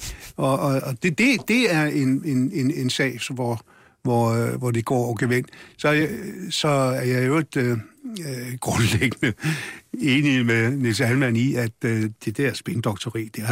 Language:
Danish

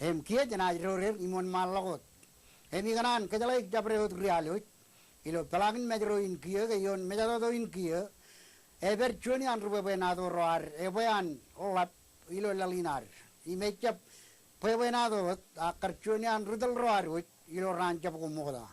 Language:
Marshallese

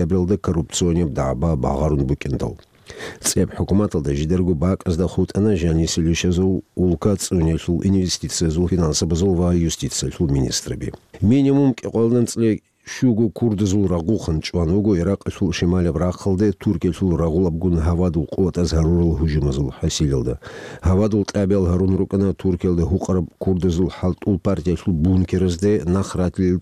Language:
Avaric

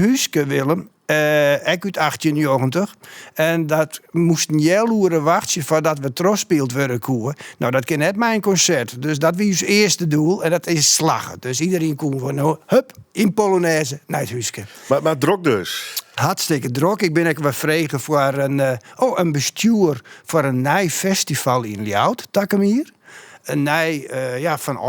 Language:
Western Frisian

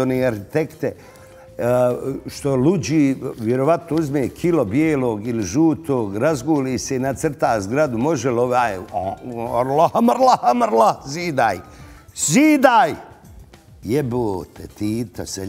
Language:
Bosnian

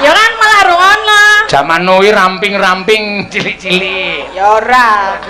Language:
Javanese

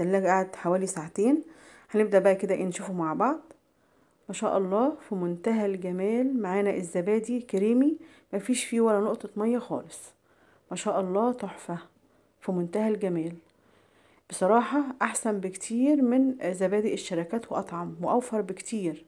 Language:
Egyptian Arabic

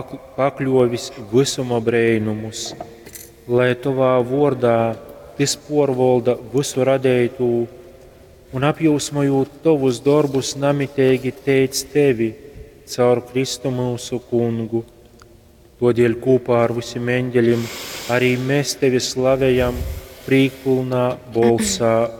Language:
Latgalian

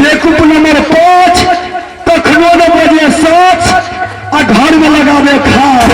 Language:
Maithili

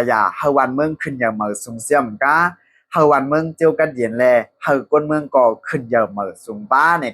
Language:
Shan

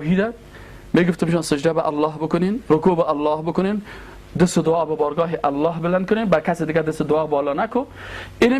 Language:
Persian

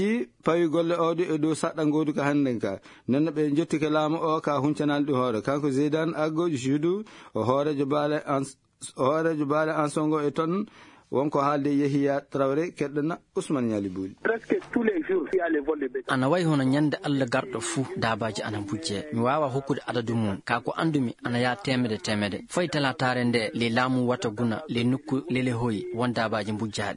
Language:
Fula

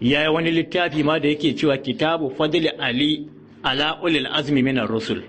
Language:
Hausa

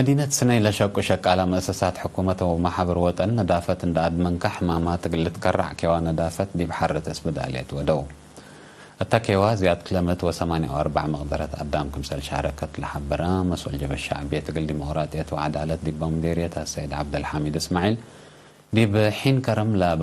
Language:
Tigre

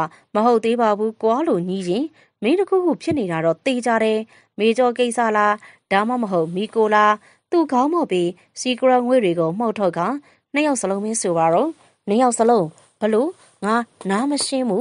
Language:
Burmese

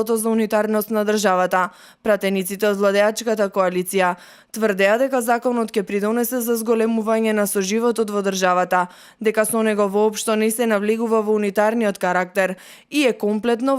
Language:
Macedonian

